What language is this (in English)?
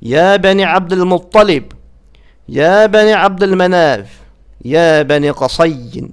Azerbaijani